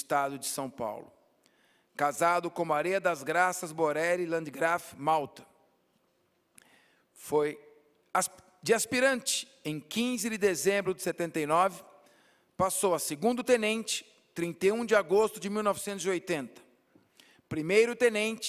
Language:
Portuguese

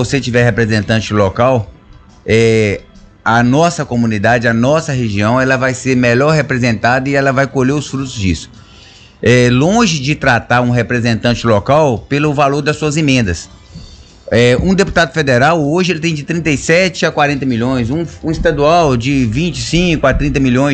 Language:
Portuguese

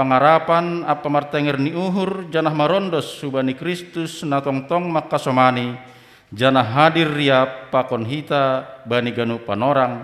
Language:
Batak Simalungun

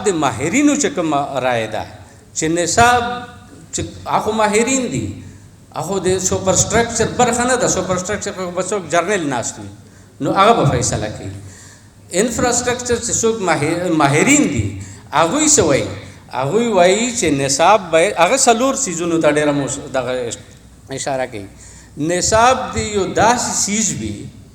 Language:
Pashto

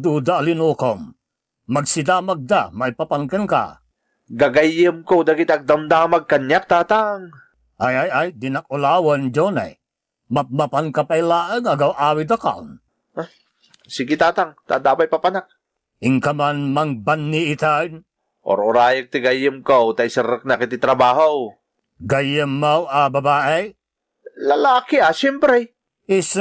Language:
Iloko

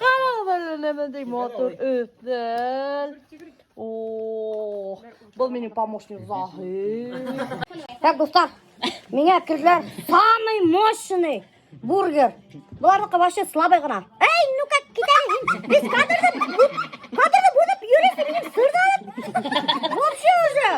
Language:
Bashkir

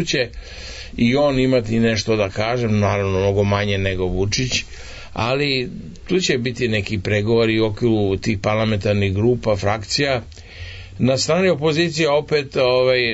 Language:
Serbian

